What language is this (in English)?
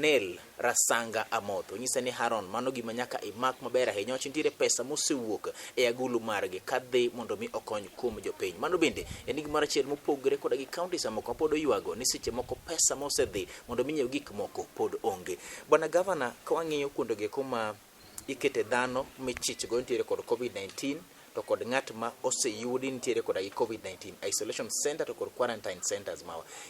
Luo (Kenya and Tanzania)